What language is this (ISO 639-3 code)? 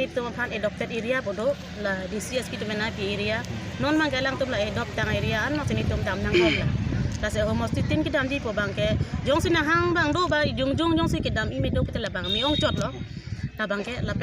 mjw